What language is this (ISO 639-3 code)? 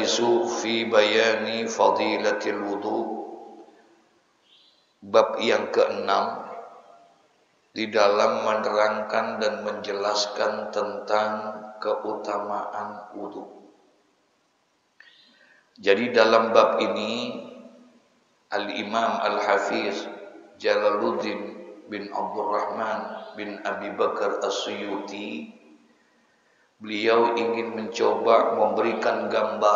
ind